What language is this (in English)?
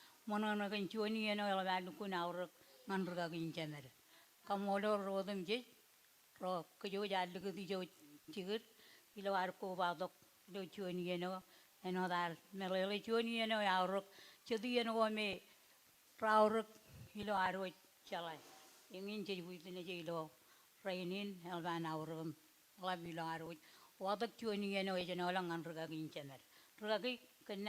Marshallese